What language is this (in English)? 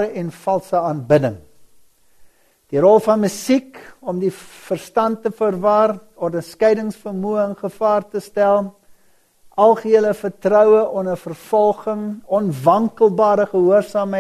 Afrikaans